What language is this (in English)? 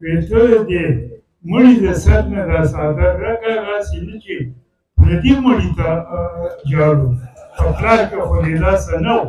Pashto